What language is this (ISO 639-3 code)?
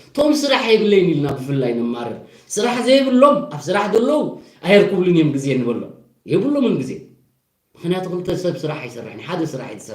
tir